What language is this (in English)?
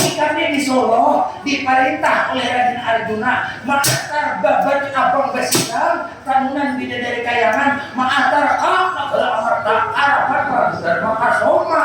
Banjar